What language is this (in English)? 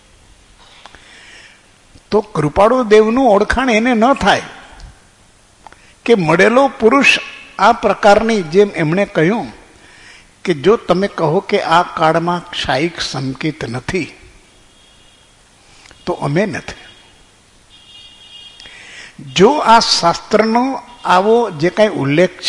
Gujarati